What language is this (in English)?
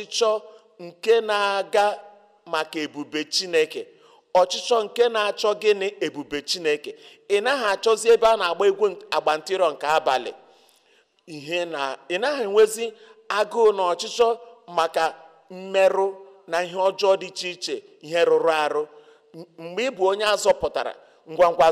Igbo